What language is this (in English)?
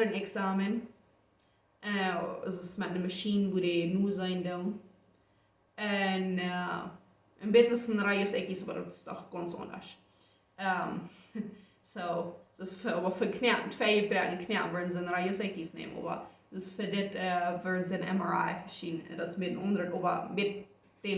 Plautdietsch